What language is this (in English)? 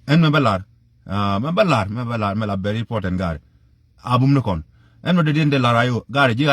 Nuer